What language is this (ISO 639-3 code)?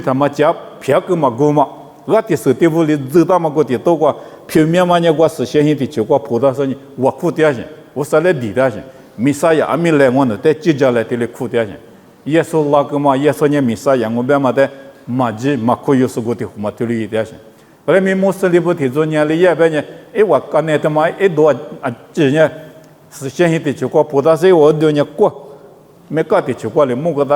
lis